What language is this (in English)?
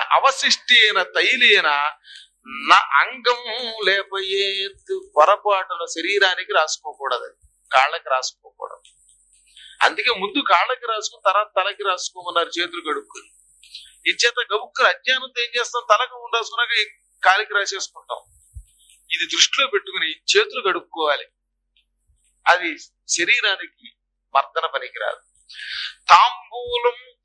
Telugu